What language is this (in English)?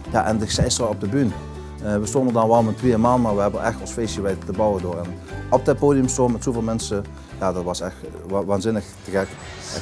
Limburgish